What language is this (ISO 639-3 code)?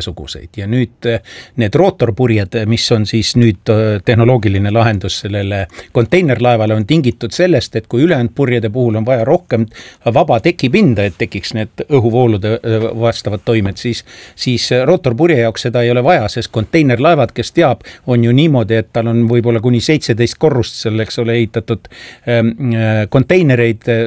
est